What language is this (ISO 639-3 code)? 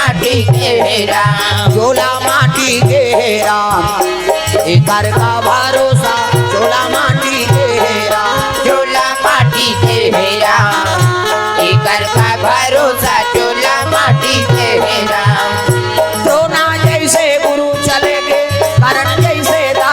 hne